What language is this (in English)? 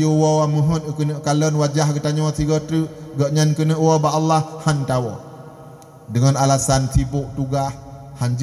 Achinese